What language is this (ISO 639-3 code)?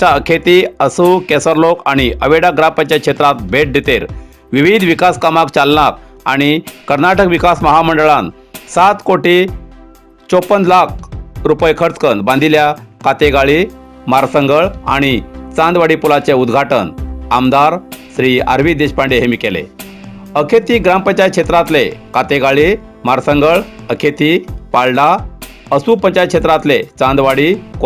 kok